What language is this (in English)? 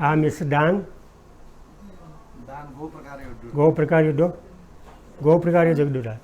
Newari